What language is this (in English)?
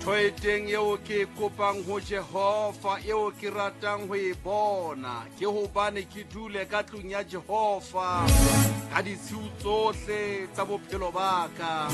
Southern Sotho